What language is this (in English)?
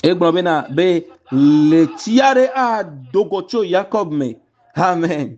Ewe